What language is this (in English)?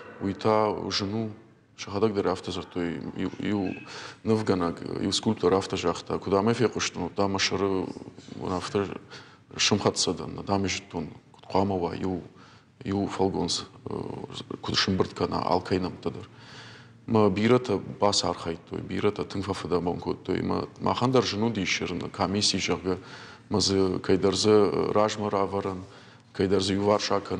Ossetic